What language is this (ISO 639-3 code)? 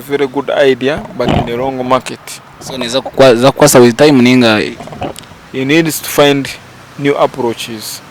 nyn